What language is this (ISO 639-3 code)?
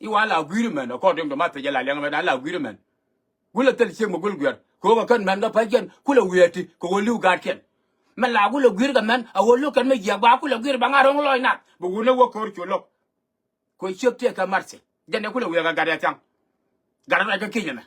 nus